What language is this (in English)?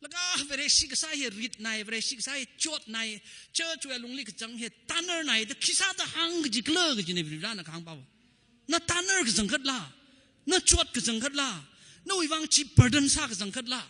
Tangkhul Naga (India)